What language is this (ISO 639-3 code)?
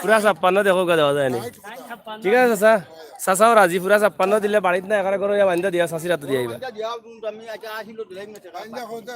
syl